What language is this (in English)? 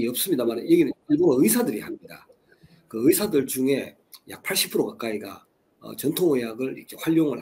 Korean